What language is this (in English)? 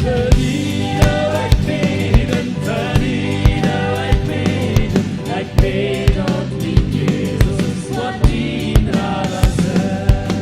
Plautdietsch